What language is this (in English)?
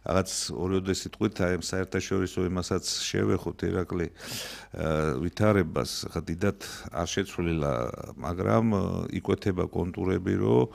Georgian